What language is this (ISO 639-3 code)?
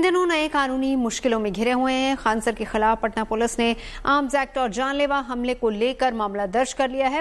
hin